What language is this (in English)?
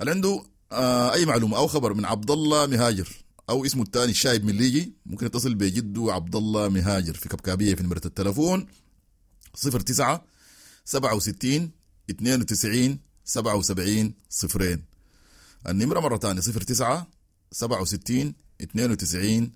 Sudanese Arabic